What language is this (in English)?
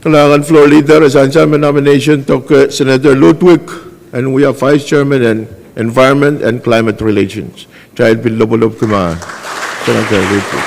Pohnpeian